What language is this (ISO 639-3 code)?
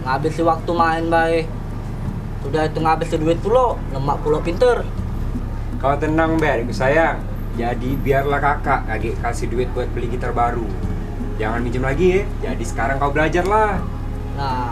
mui